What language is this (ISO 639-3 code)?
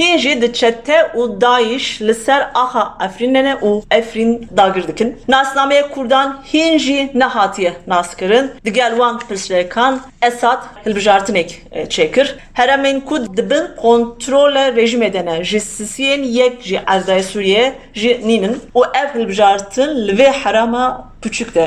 kur